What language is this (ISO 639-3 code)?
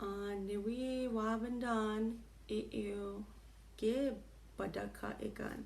ciw